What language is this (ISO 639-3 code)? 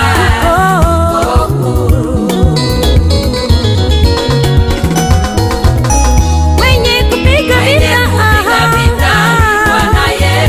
swa